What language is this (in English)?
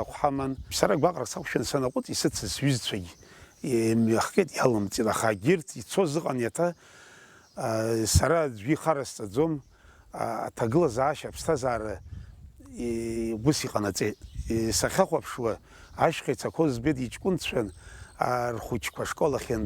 Abkhazian